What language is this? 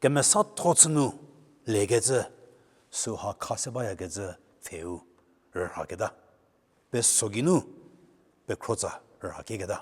Angami Naga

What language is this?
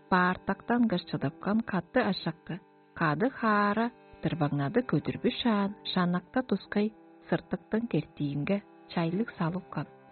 Tuvinian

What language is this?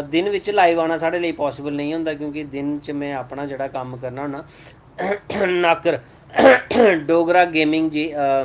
Dogri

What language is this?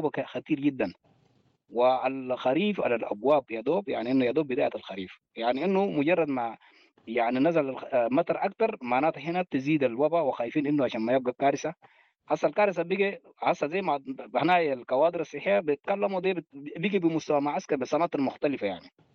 Sudanese Arabic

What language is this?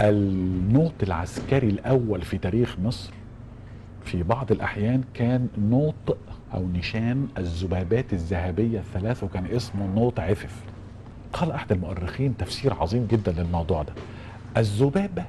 Egyptian Arabic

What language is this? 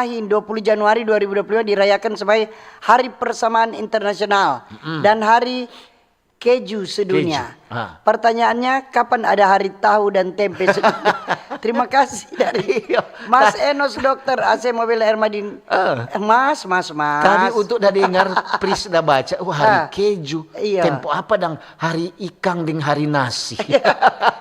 Manado Malay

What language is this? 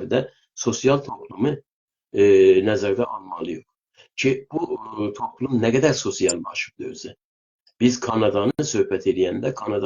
South Azerbaijani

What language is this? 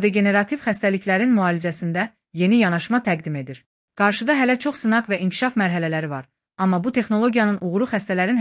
Azerbaijani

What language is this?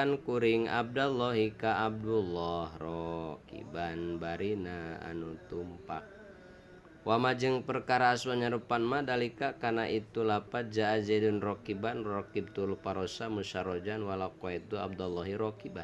Sundanese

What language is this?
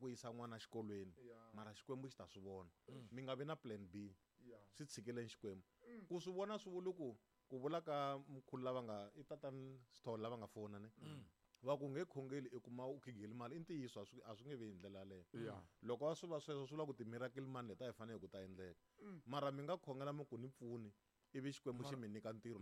Tsonga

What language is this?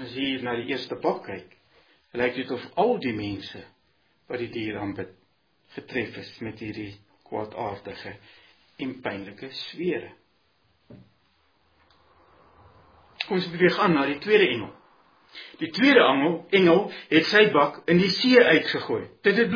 Afrikaans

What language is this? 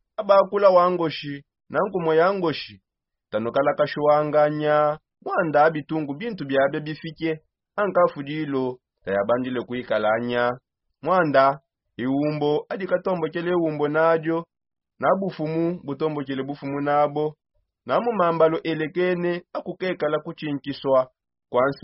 Songe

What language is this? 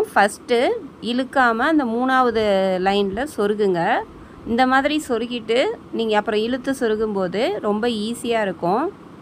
Tamil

